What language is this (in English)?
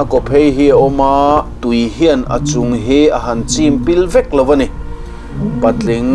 Mizo